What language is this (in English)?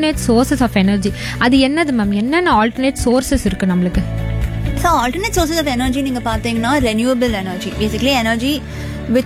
Tamil